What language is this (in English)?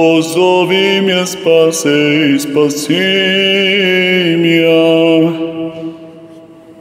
Bulgarian